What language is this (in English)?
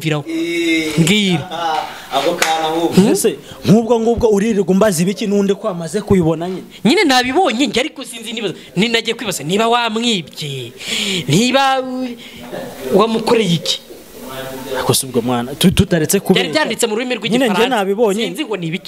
Kinyarwanda